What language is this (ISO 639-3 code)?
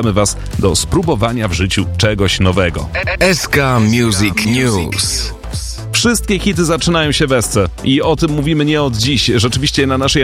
pol